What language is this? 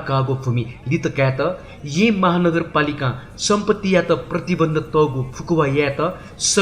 Newari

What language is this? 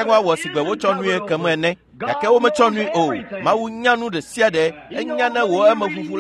Ewe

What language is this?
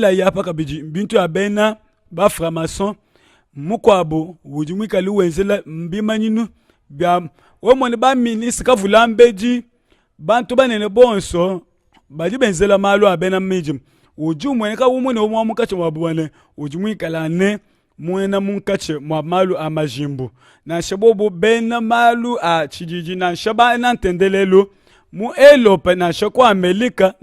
Luba-Lulua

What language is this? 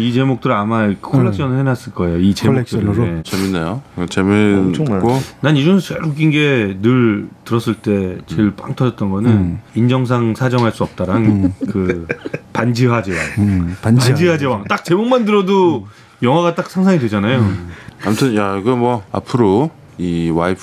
Korean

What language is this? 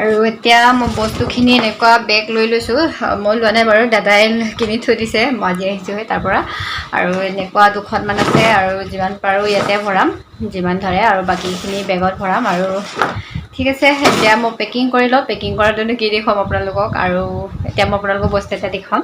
Assamese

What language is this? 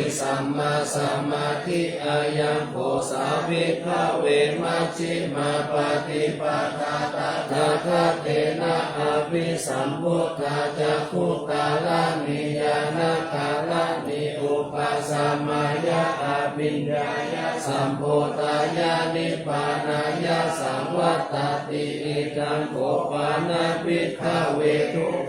Pali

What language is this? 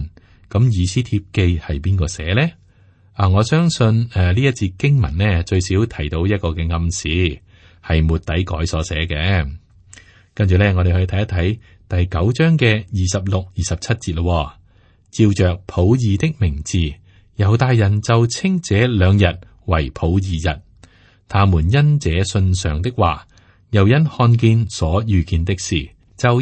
Cantonese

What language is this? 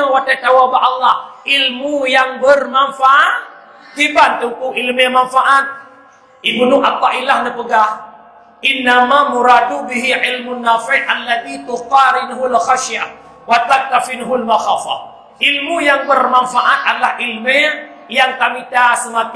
Achinese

